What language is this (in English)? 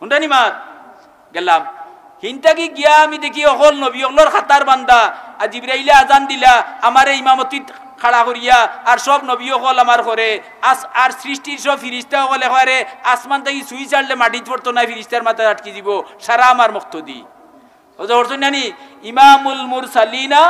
Sylheti